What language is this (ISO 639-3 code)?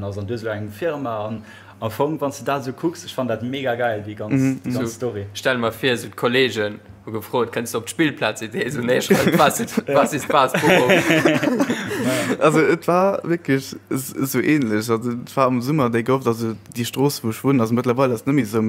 ltz